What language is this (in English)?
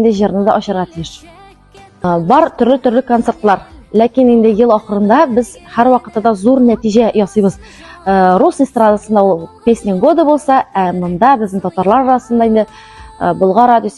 Tatar